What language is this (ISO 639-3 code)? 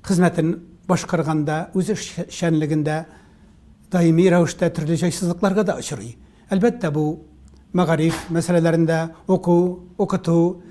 tat